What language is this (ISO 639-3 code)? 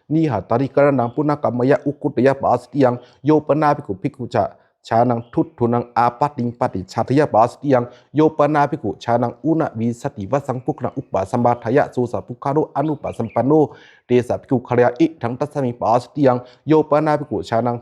pli